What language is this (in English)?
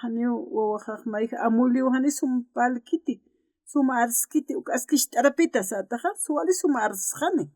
Aymara